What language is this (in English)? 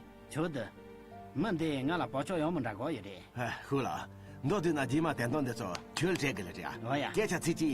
Tibetan